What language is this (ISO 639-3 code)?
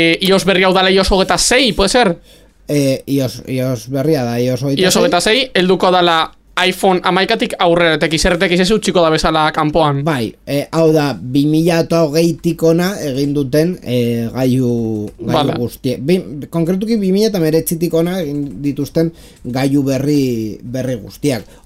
eus